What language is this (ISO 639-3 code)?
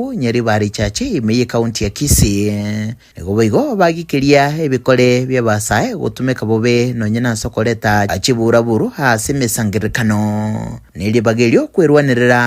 guz